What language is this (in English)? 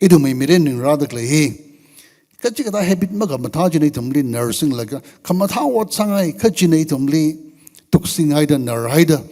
Tangkhul Naga (India)